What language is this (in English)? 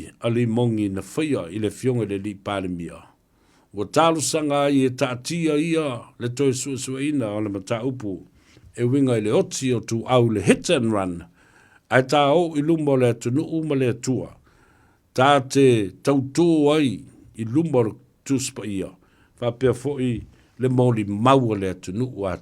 Samoan